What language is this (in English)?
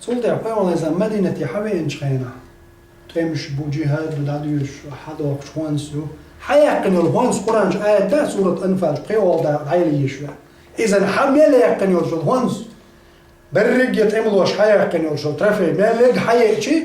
Chechen